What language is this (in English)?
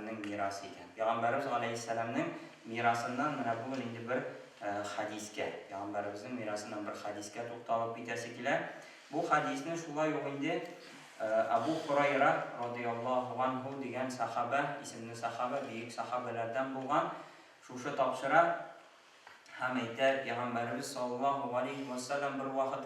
Tatar